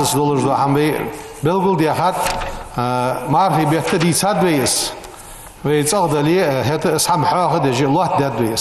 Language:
Ingush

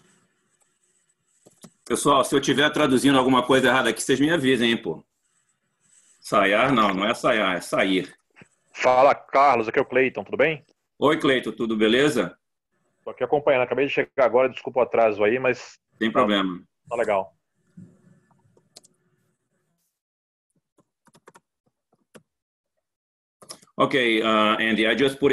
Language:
Portuguese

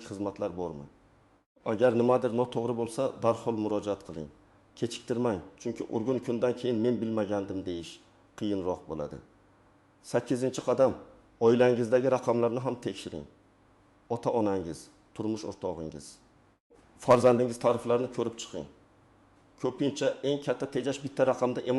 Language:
Uzbek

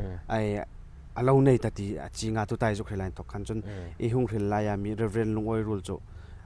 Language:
Hmar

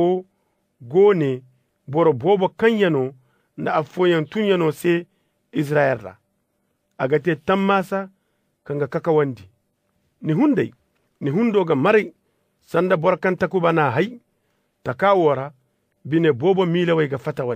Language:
Koyraboro Senni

